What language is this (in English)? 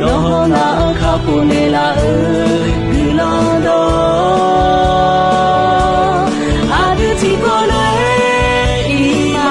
Akha